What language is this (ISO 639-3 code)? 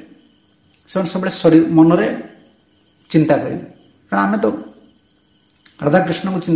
ori